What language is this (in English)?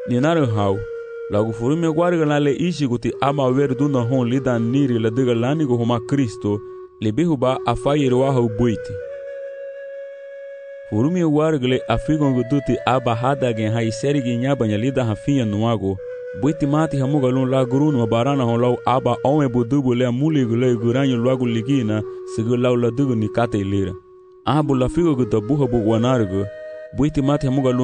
Garifuna